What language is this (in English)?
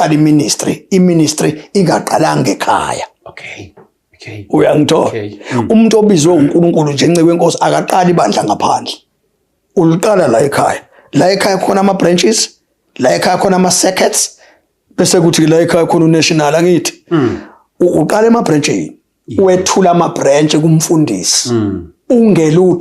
Zulu